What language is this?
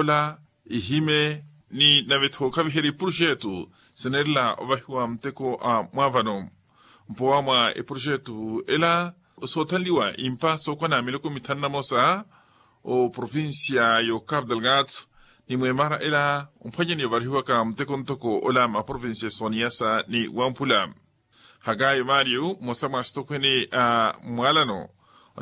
Makhuwa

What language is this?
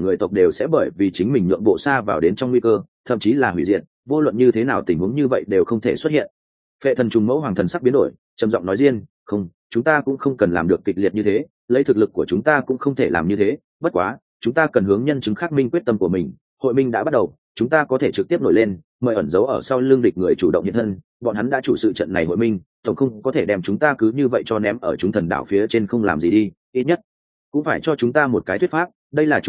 Vietnamese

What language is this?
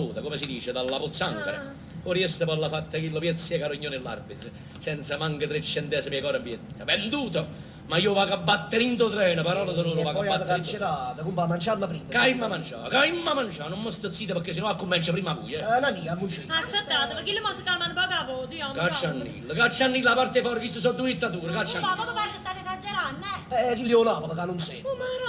Neapolitan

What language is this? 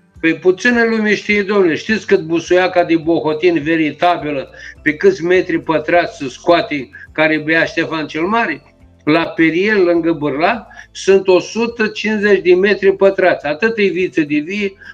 Romanian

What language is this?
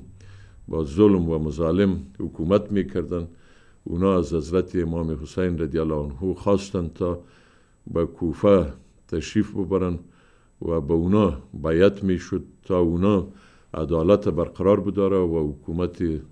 Persian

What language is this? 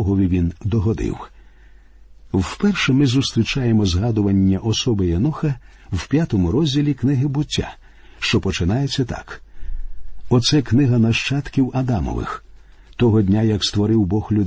Ukrainian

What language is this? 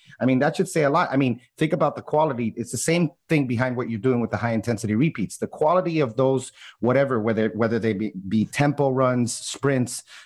English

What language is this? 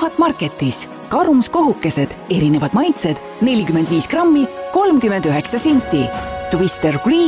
Estonian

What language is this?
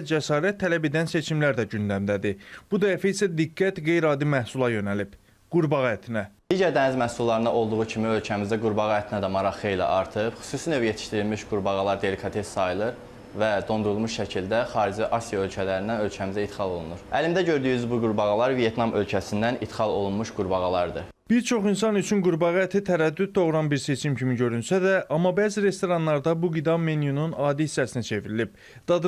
Azerbaijani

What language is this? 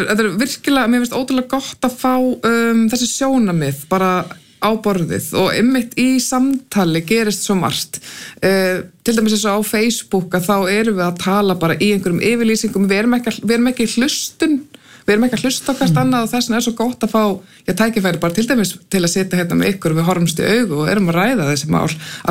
Icelandic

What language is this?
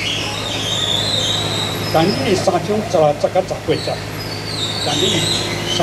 Chinese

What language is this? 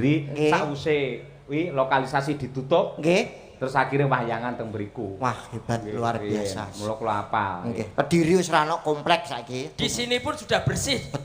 Javanese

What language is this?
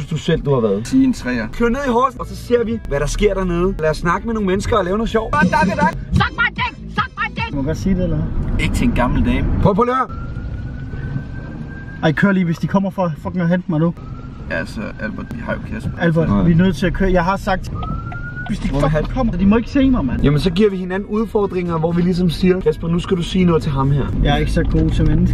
Danish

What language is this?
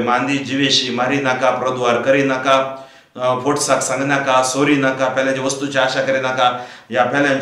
Konkani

